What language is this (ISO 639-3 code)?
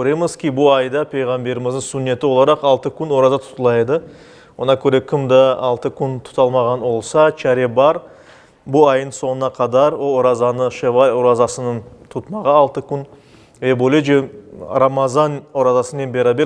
crh